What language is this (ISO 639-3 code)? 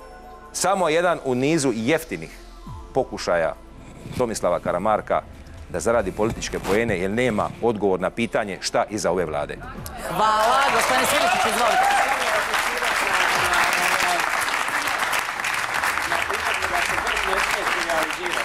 hrv